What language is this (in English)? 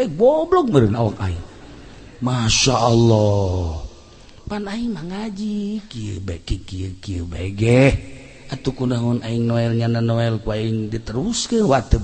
Sundanese